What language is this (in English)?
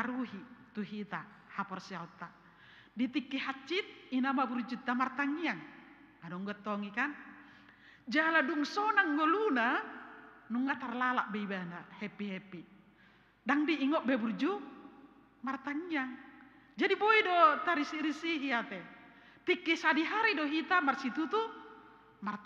Batak Toba